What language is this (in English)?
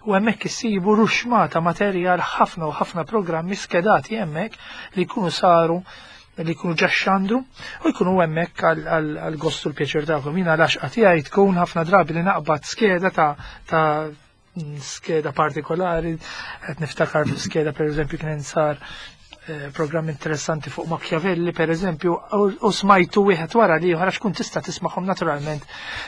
Maltese